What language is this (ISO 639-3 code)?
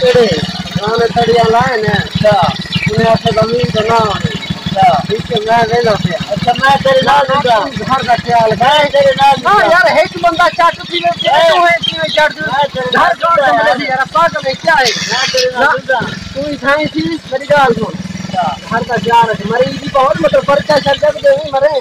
skr